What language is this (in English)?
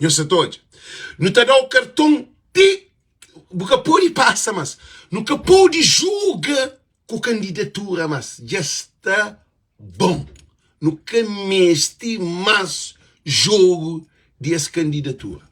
Kabuverdianu